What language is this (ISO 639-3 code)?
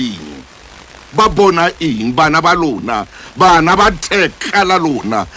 sot